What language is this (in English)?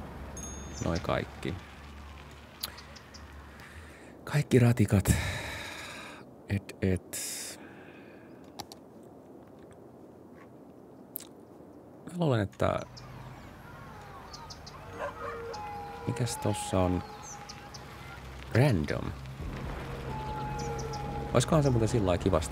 Finnish